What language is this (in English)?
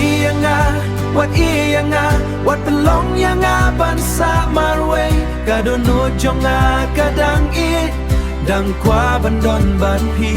Khasi